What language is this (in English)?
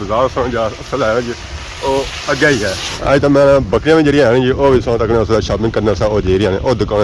Pahari-Potwari